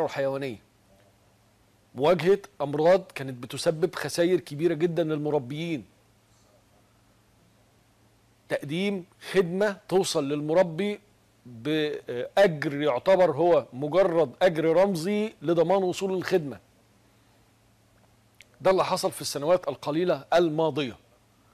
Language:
Egyptian Arabic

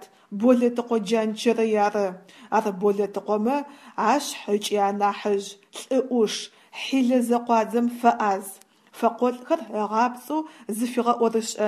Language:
Adyghe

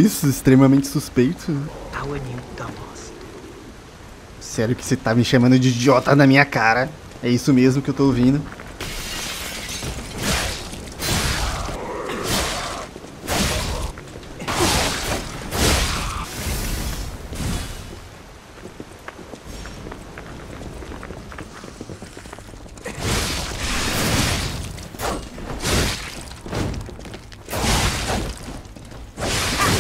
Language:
Portuguese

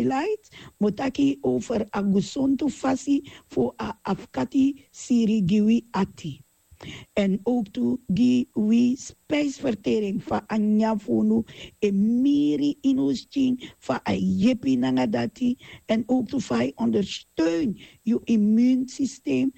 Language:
Sranan Tongo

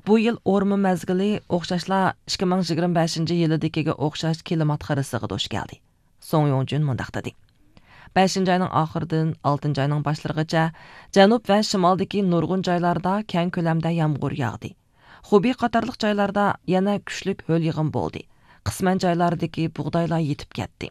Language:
Uyghur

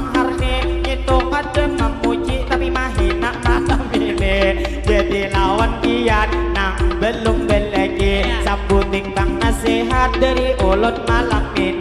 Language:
Banjar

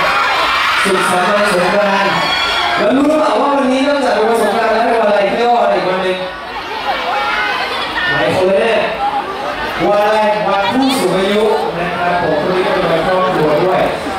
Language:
Thai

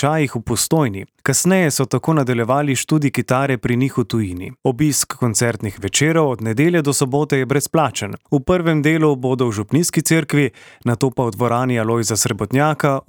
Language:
Slovenian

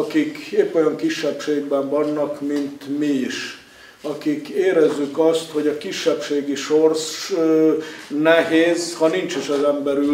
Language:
Hungarian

